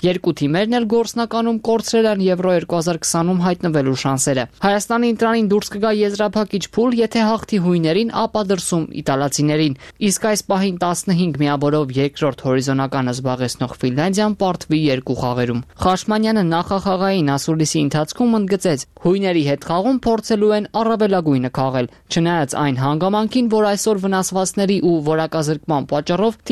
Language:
Armenian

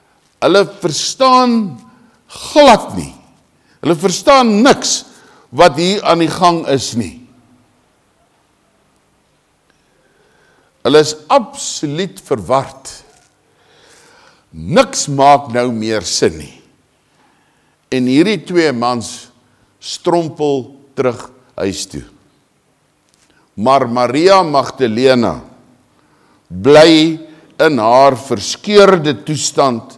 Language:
Afrikaans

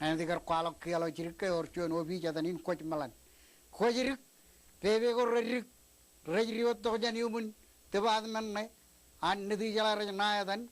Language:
Marshallese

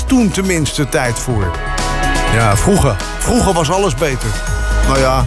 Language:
Dutch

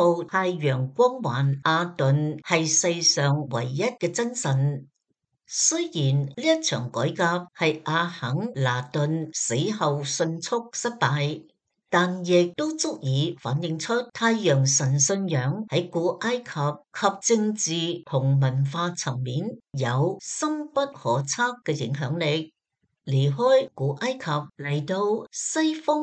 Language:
Cantonese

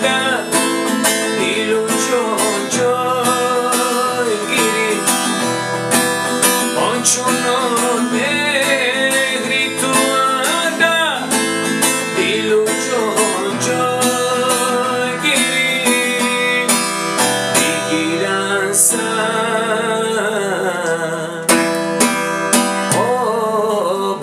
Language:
Persian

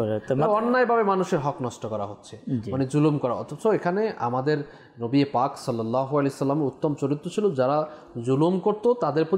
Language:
Bangla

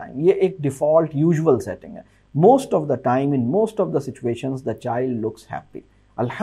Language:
Urdu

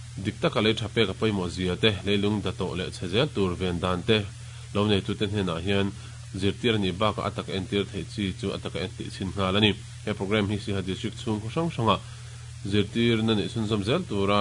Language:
Mizo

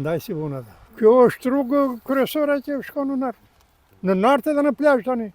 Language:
Albanian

